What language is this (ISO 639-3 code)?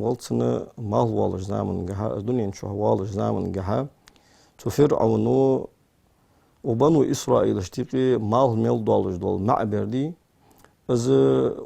inh